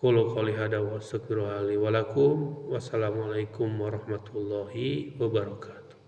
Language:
Sundanese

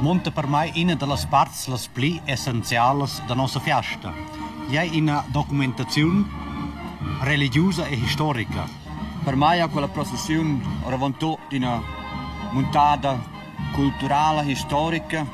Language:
Romansh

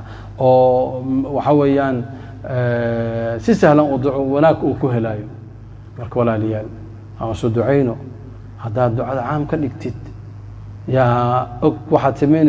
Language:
Somali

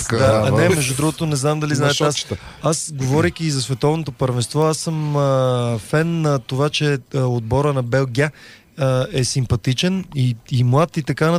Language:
Bulgarian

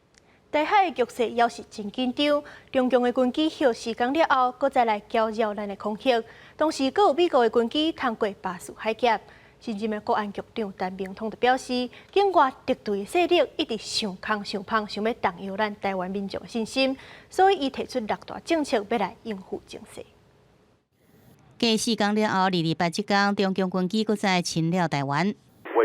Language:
Min Nan Chinese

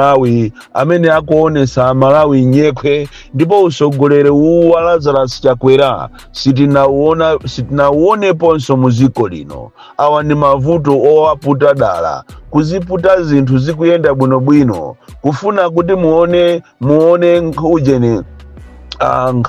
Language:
Nyanja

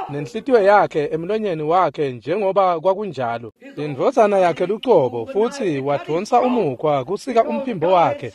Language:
Swati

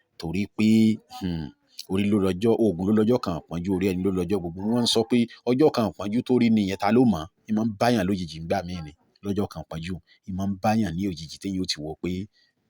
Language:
Yoruba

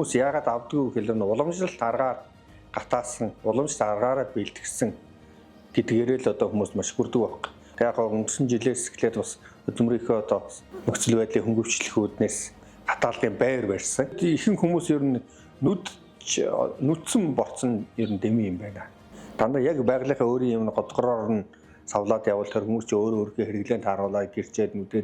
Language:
Mongolian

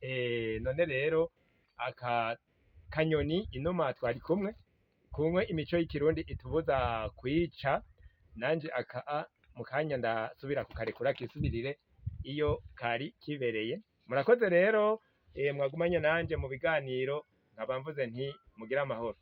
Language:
Rundi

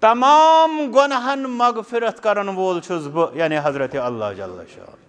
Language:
Kashmiri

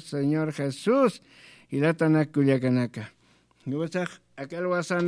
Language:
Aymara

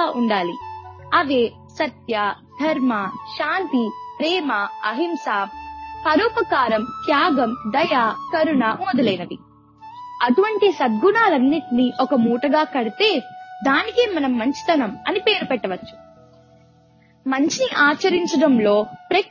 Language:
Telugu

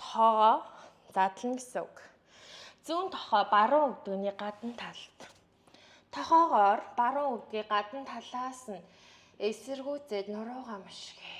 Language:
Mongolian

